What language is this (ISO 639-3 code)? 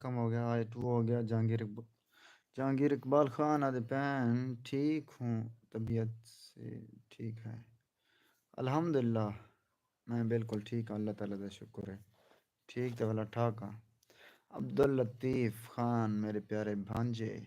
skr